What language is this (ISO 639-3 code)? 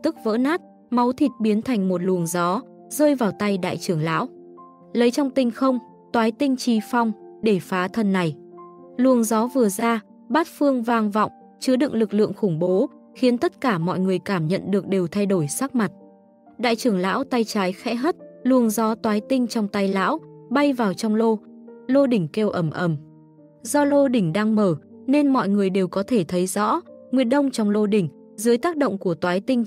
vie